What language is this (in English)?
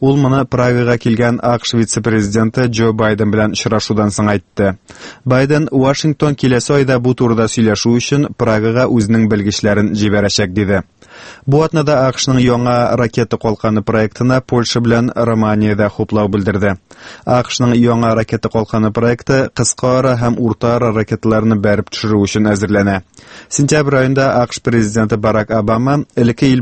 Tatar